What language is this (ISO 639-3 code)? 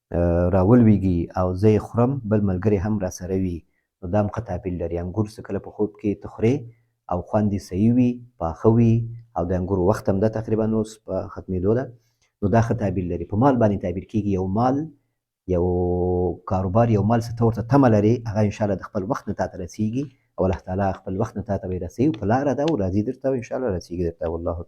pus